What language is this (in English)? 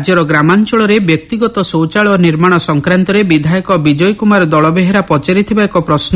Odia